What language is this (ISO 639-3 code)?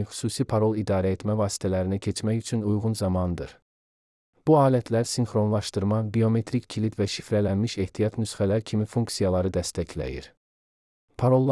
aze